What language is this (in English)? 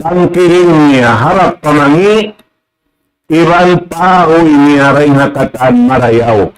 Tausug